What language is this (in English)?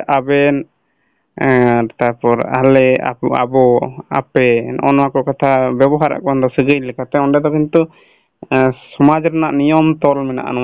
Santali